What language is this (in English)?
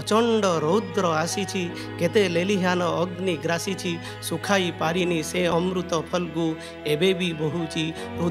Odia